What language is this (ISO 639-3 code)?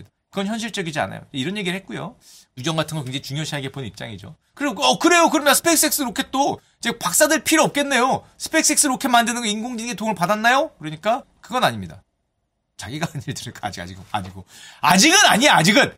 kor